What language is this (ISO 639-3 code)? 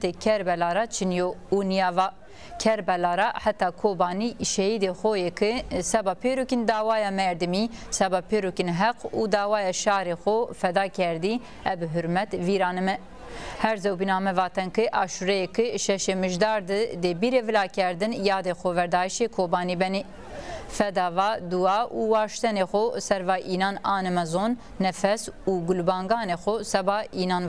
zza